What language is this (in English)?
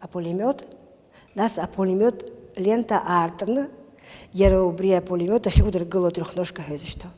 Abkhazian